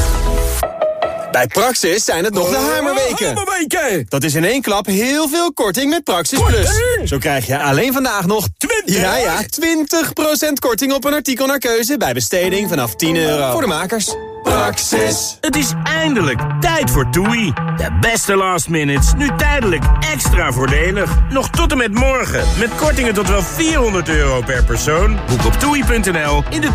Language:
Dutch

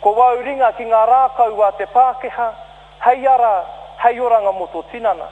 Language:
Māori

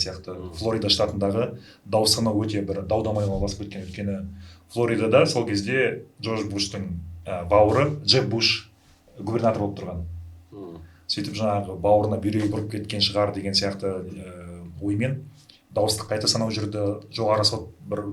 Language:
Kazakh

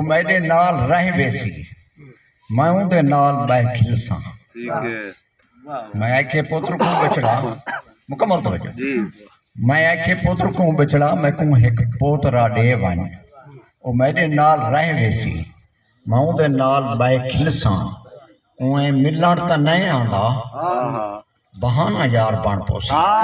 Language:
Saraiki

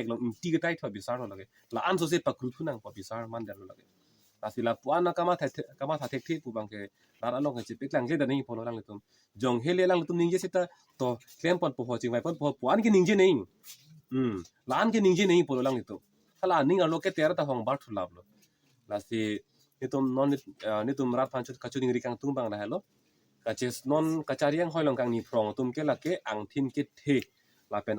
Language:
Karbi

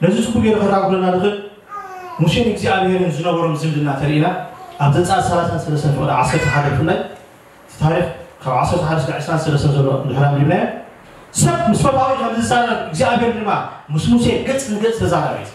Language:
Tigrinya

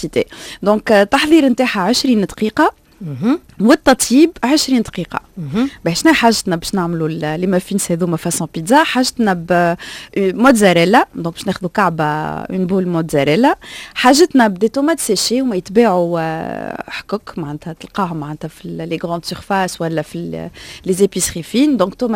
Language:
Tunisian Arabic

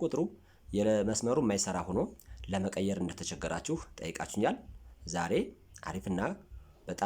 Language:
Amharic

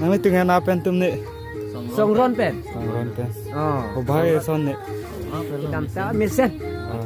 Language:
Karbi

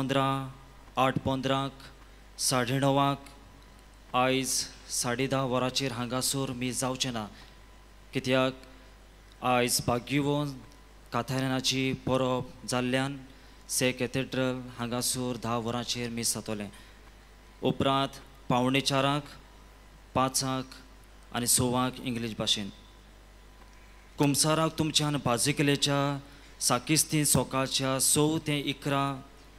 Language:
Konkani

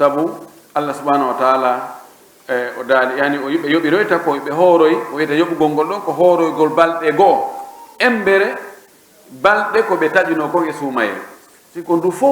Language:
Pular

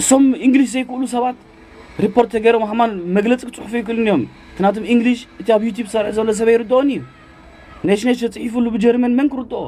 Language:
Tigrinya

